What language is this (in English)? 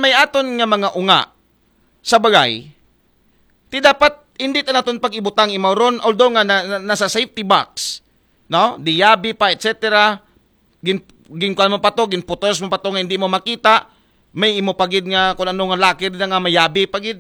Aklanon